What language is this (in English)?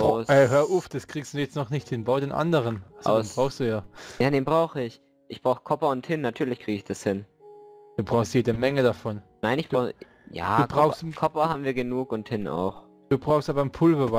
German